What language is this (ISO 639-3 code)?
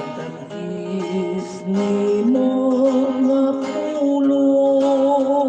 hil